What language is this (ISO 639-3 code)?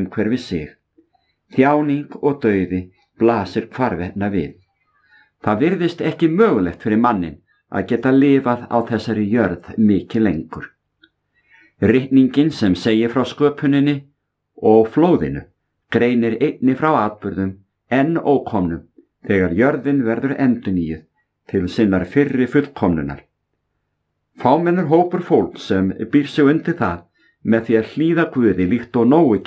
isl